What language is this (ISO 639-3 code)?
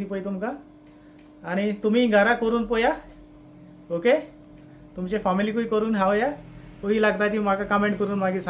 kok